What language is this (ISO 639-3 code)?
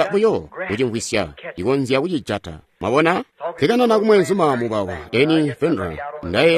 toi